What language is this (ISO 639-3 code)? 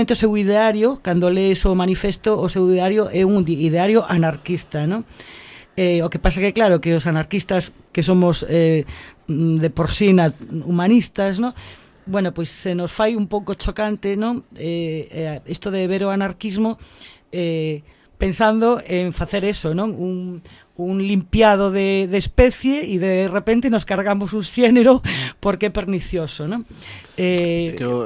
glg